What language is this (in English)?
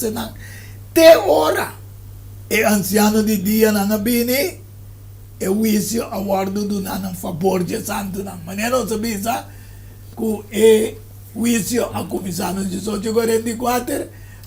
Papiamento